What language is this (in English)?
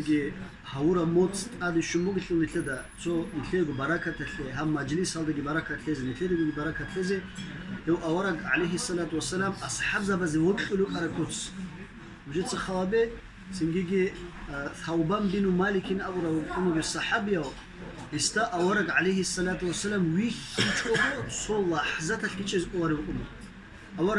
Avaric